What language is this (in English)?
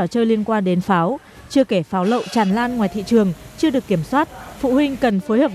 Vietnamese